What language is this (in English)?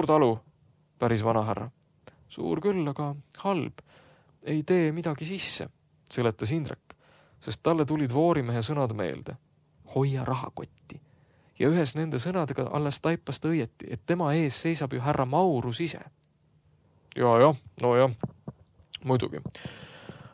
Estonian